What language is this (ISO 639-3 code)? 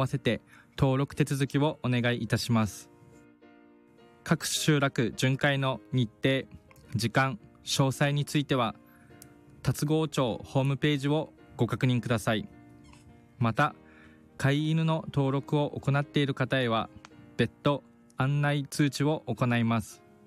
jpn